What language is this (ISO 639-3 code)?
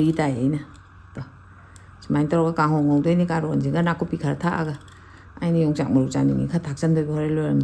mni